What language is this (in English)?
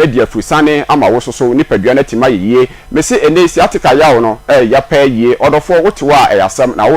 Akan